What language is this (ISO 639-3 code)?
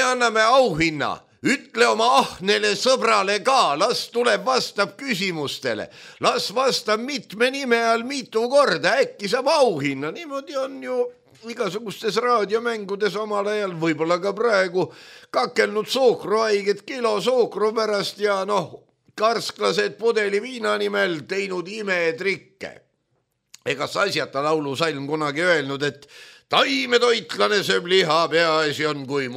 est